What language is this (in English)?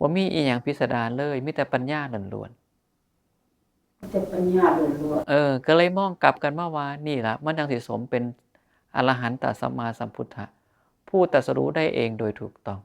Northeastern Thai